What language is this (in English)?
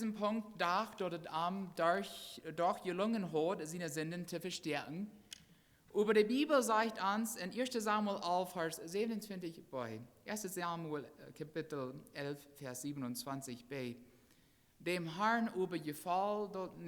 Plautdietsch